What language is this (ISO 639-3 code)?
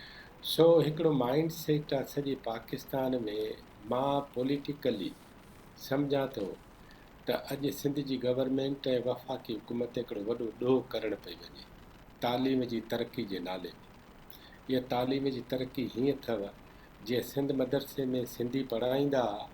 snd